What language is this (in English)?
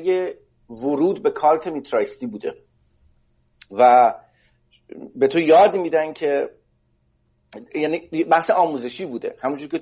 Persian